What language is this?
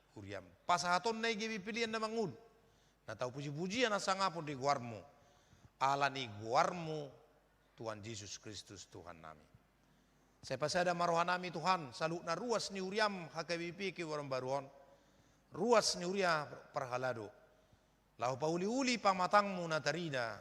Batak Toba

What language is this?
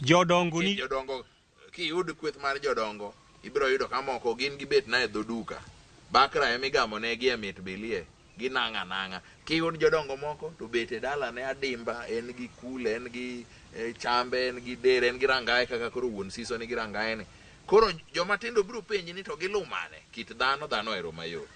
Luo (Kenya and Tanzania)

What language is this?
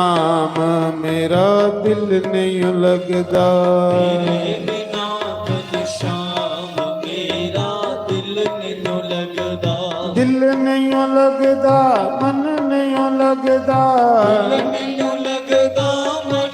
Dogri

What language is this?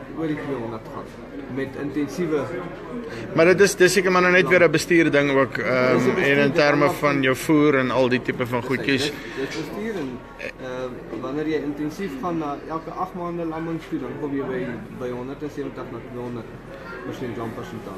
Afrikaans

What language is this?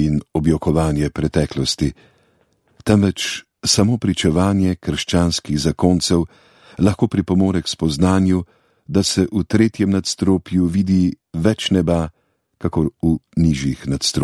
Slovenian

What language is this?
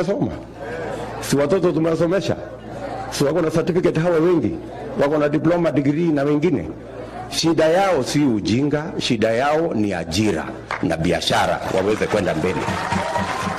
Swahili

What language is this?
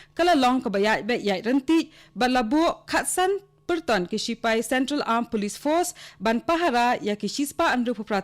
Khasi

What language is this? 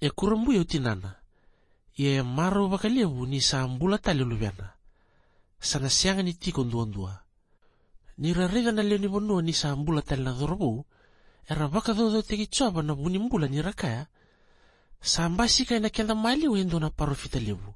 Fijian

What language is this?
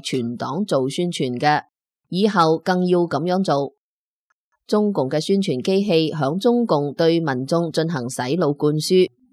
Cantonese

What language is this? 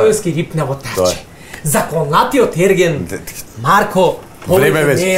Macedonian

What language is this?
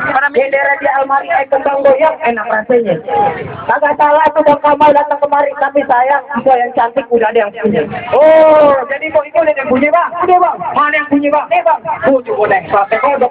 Betawi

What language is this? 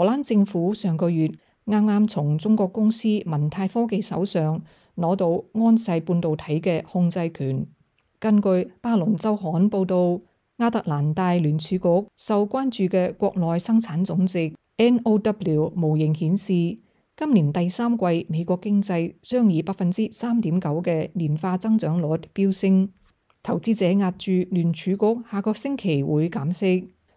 Cantonese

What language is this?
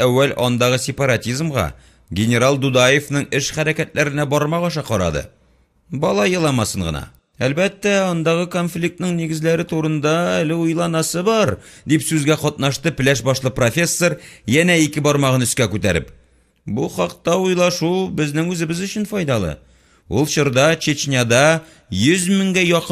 Tatar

